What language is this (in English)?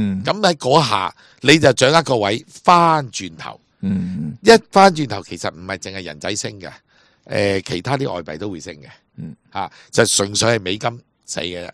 Cantonese